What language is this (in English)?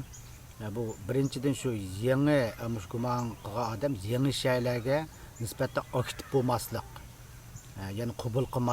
Uyghur